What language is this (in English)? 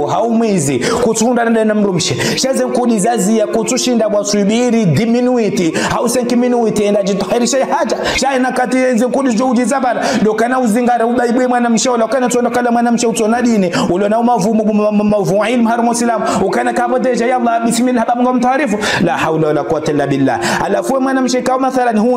Ngazidja Comorian